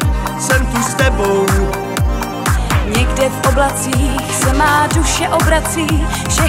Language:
Czech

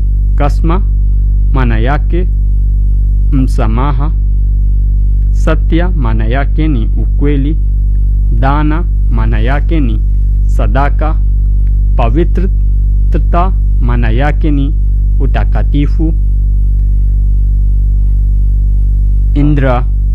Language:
Swahili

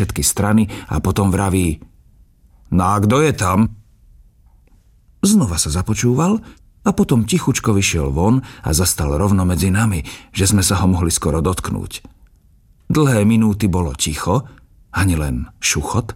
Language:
Slovak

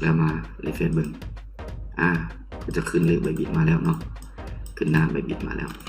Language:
Lao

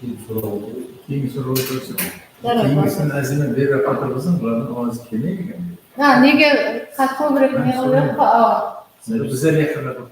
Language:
Kara-Kalpak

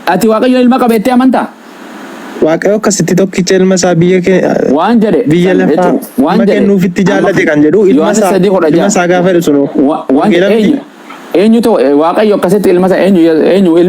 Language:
Oromo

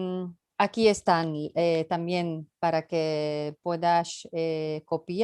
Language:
Ladino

